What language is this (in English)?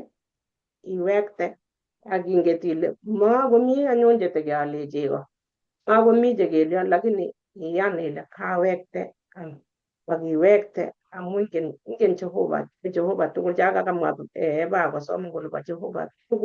Kalenjin